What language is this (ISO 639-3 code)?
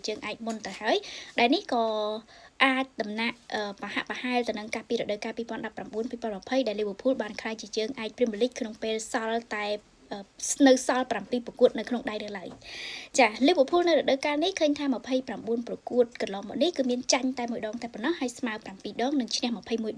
khm